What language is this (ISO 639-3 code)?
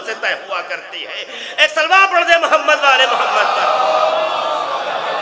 urd